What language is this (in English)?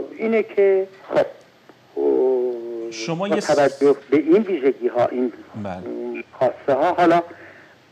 Persian